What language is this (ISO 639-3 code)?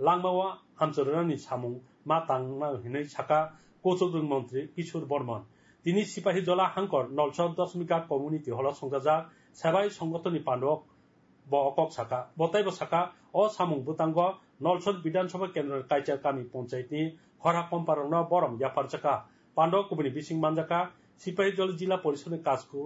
trp